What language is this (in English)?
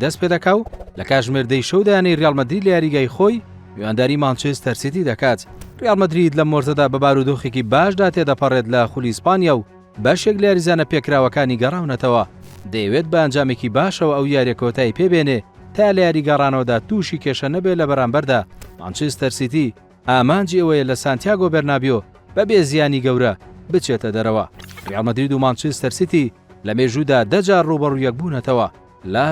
Central Kurdish